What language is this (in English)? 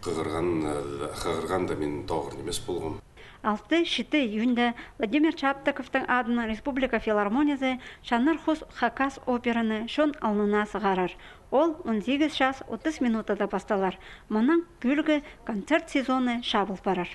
Khakas